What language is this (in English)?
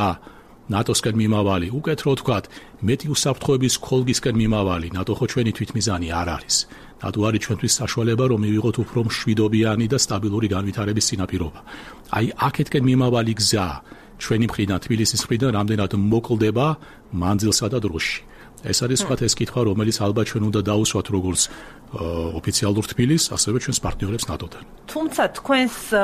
Georgian